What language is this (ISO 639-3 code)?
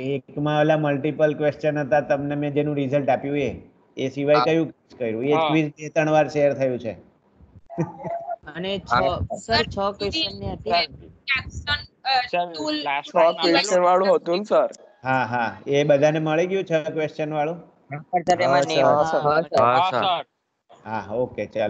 guj